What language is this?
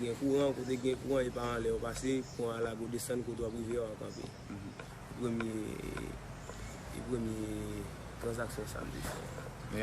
Haitian Creole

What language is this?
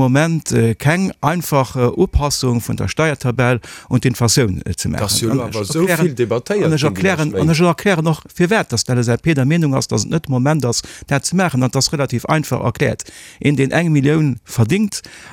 Luxembourgish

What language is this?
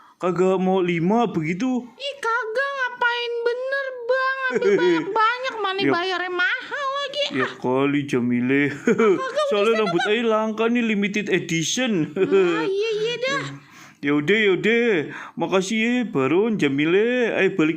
Betawi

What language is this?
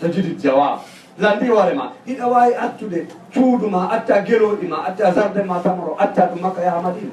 Fula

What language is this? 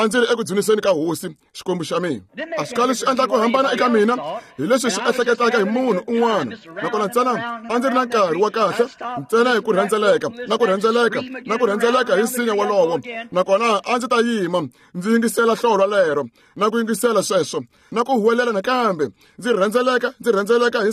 Tsonga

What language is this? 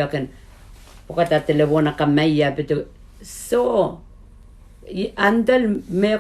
Pohnpeian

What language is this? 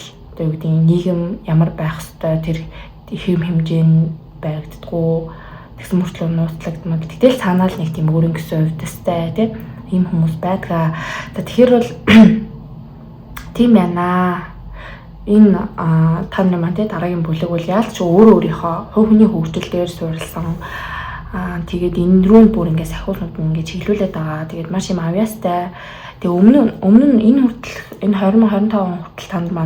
Mongolian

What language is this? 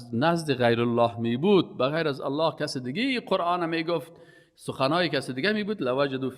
Persian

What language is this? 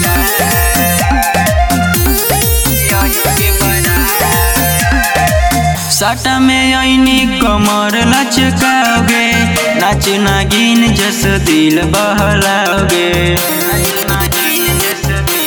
Bhojpuri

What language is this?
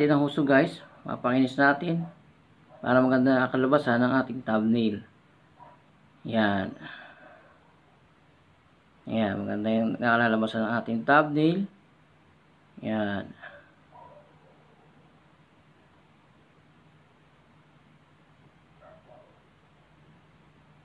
Filipino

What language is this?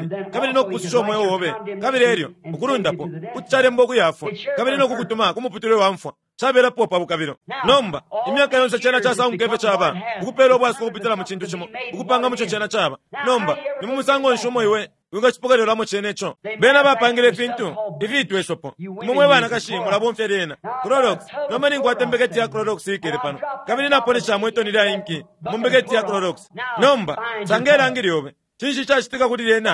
Bemba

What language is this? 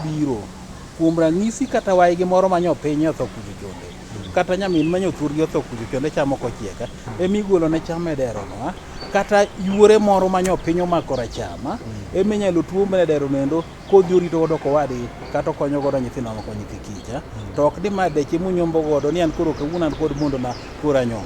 Luo (Kenya and Tanzania)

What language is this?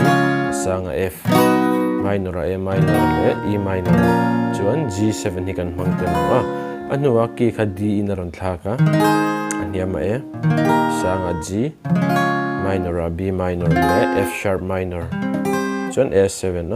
Mizo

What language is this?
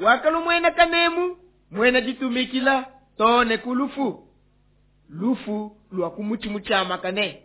Luba-Lulua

